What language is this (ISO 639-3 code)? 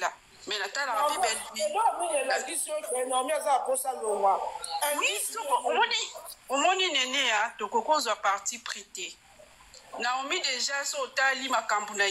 lin